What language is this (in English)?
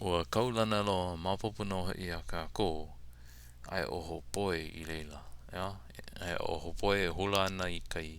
Hawaiian